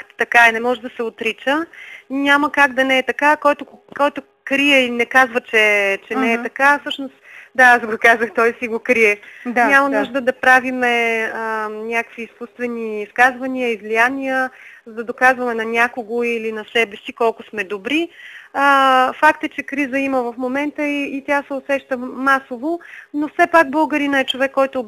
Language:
Bulgarian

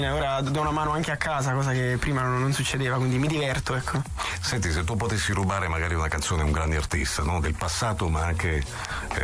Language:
Italian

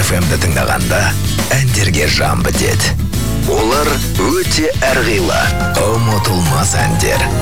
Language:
Kazakh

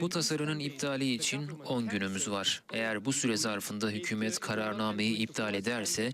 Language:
Crimean Tatar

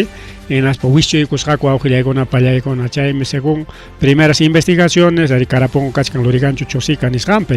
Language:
Ayacucho Quechua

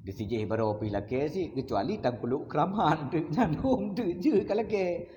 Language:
Achinese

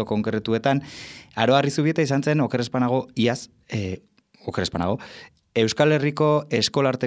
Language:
Basque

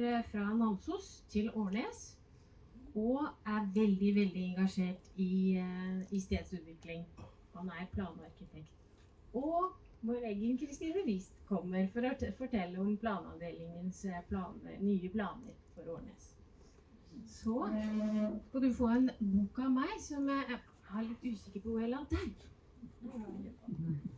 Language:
Norwegian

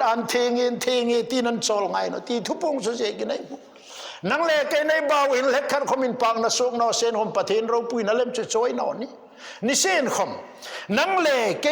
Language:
Hmar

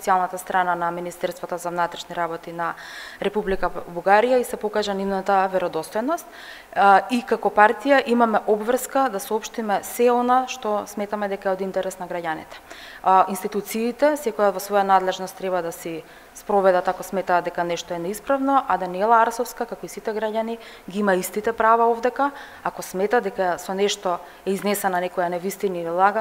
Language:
Macedonian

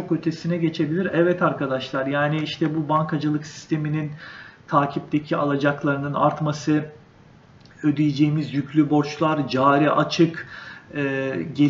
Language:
Turkish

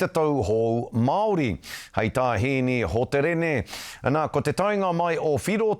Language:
Māori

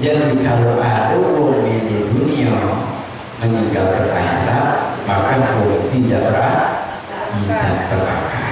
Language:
Musi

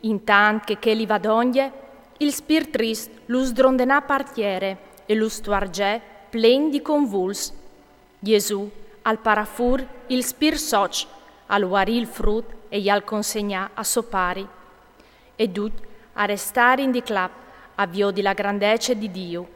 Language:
Friulian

